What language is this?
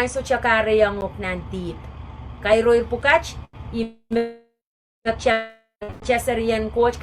Pohnpeian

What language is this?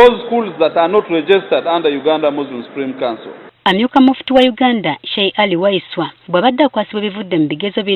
Ganda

